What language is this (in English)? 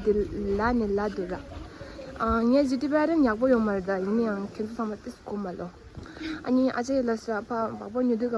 Tibetan